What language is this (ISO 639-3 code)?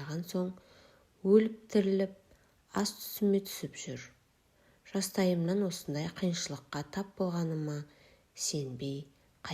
kaz